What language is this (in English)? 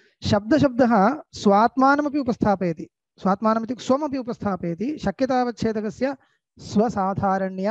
Sanskrit